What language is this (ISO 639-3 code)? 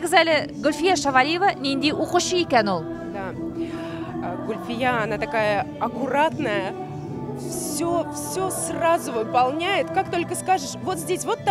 tat